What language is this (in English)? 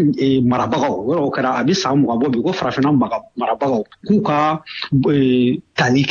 Bambara